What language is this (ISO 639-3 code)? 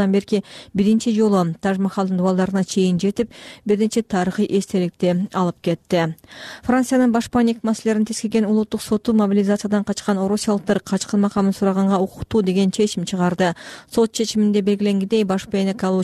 kir